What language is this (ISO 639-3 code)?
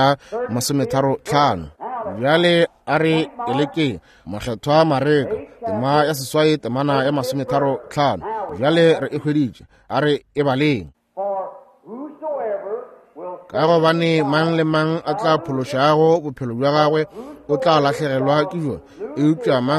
nso